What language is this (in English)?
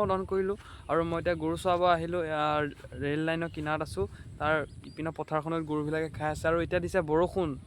Assamese